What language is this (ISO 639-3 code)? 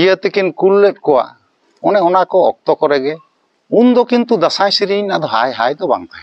sat